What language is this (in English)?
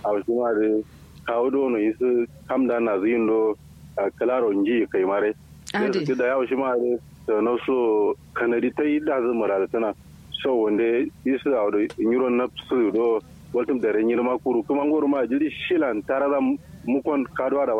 Kanuri